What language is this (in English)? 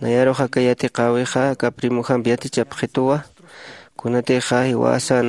Aymara